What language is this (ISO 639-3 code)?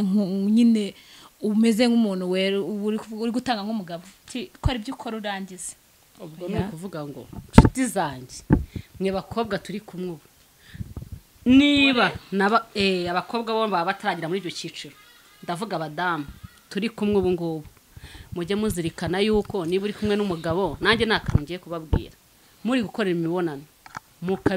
kin